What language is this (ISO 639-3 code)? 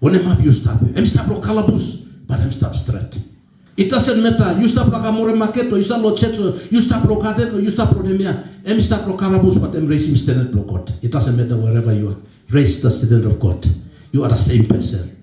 tpi